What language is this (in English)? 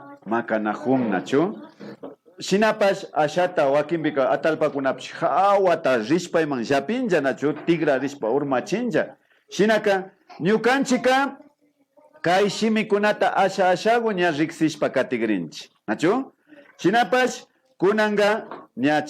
Imbabura Highland Quichua